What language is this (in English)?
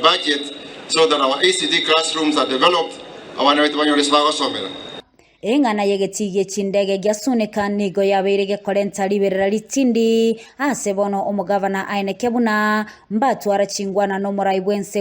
Gusii